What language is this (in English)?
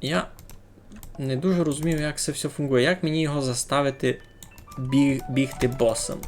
Rusyn